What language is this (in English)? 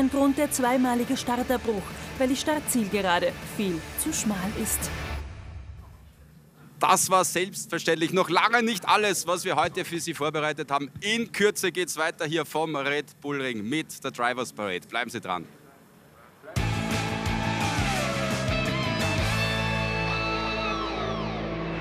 German